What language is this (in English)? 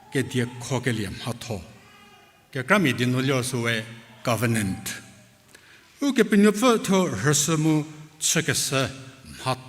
Angami Naga